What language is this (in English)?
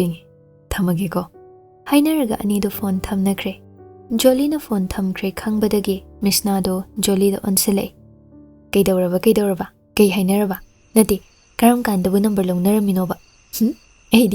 Manipuri